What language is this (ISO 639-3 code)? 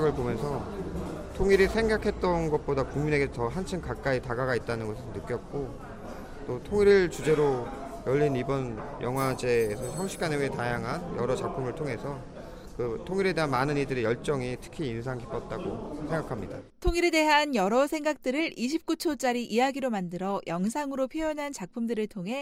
kor